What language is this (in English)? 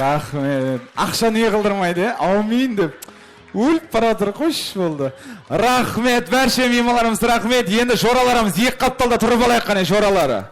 Kara-Kalpak